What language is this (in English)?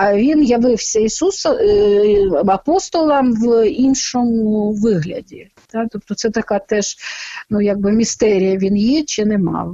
Ukrainian